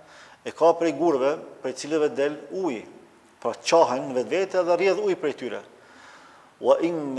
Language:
Albanian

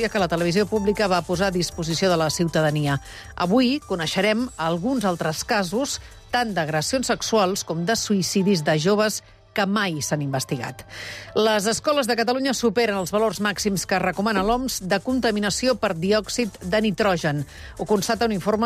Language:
Catalan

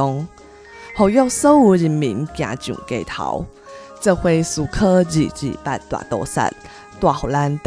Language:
Min Nan Chinese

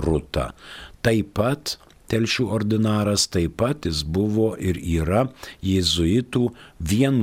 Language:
Lithuanian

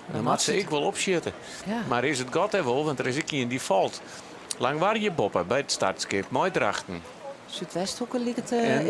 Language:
Western Frisian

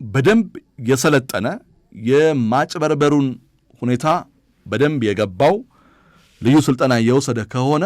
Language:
Amharic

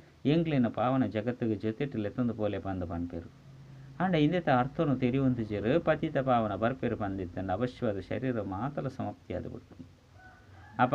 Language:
Tulu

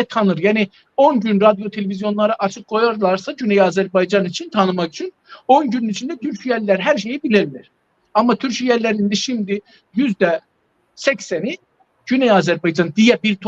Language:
South Azerbaijani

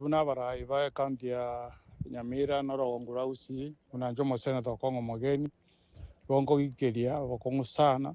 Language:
Gusii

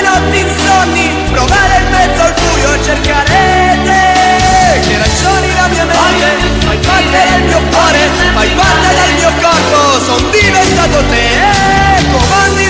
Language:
Italian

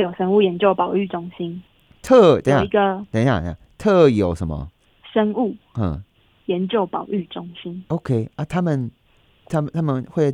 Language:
Chinese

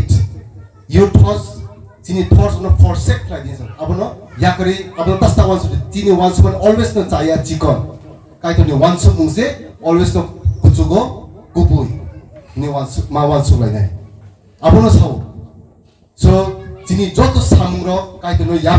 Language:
Kok Borok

